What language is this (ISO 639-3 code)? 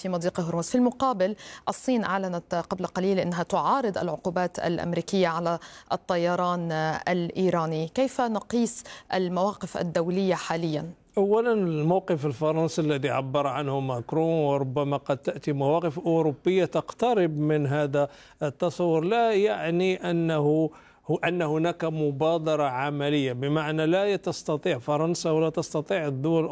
ara